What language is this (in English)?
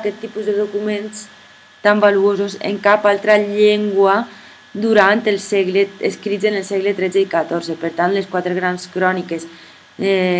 Catalan